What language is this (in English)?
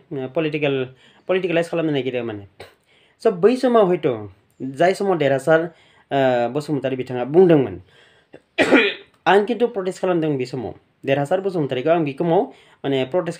Bodo